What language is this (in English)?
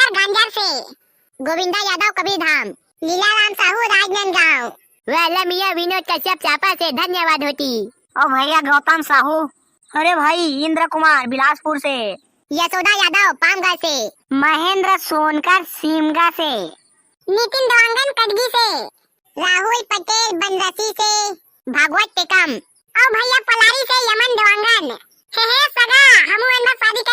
Chhattisgarhi